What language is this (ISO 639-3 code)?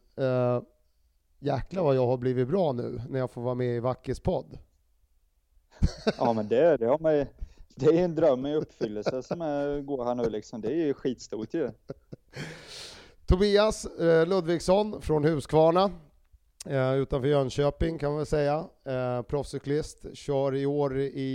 swe